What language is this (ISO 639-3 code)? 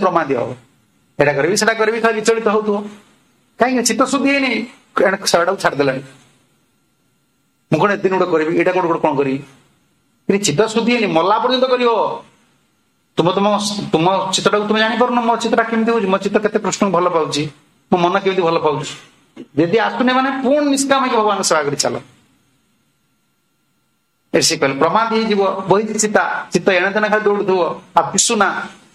ori